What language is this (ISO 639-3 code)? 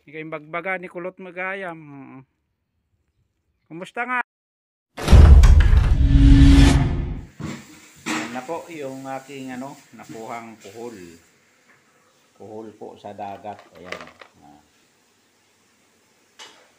fil